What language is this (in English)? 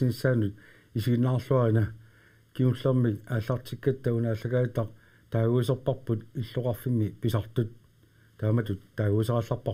Kalaallisut